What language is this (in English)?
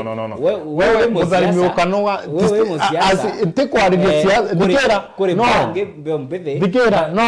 Meru